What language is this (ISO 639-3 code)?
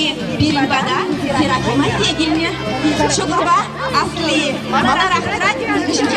chv